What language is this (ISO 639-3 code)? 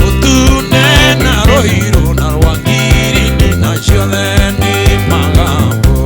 kik